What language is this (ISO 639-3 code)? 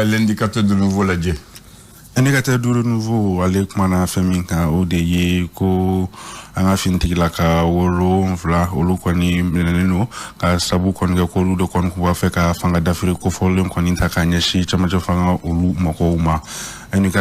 bam